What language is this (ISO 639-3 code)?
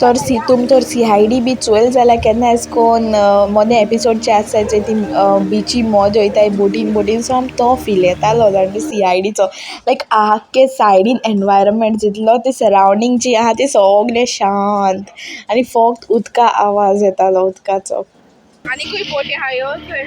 kok